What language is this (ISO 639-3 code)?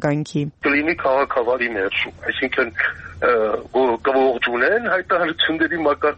hye